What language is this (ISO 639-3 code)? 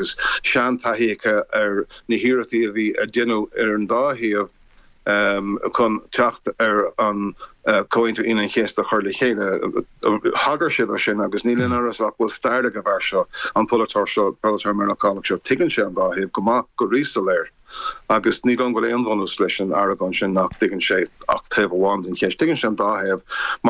gle